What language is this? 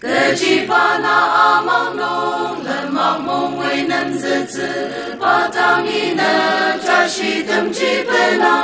Ao Naga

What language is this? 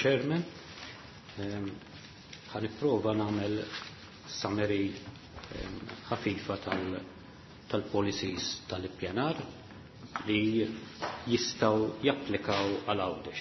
Maltese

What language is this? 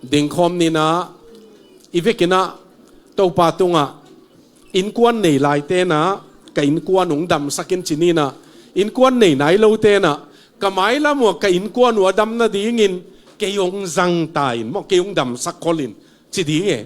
Tedim Chin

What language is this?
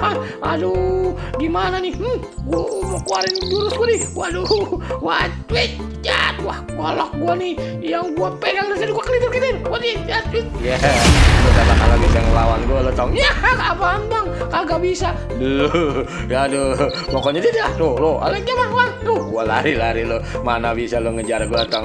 Betawi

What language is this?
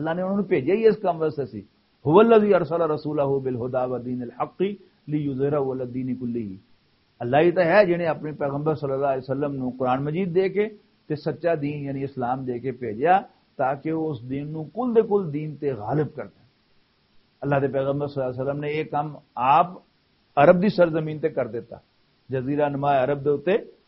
Western Panjabi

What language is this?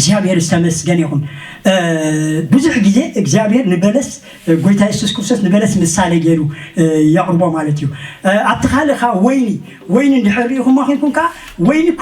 Tigrinya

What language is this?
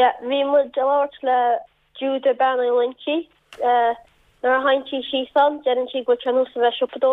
Irish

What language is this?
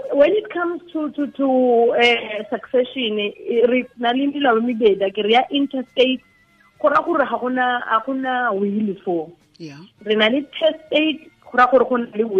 Tswana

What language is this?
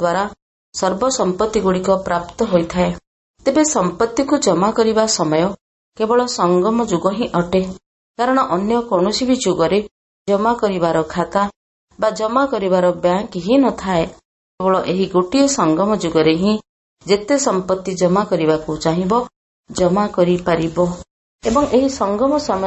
Odia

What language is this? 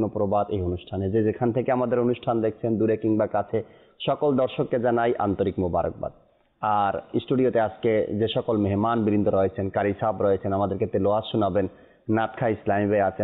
Bangla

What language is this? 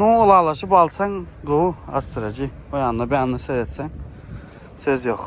Turkmen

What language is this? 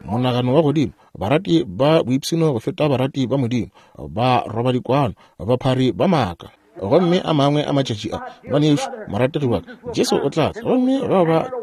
Northern Sotho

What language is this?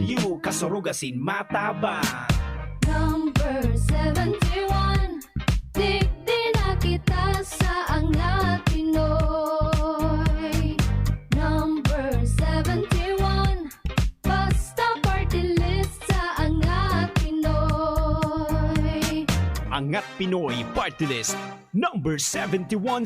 Bikol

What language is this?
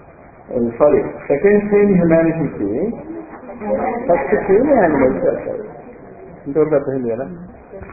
Telugu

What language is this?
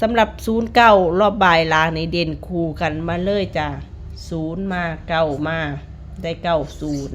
Lao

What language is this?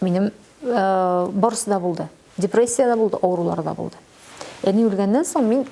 Tatar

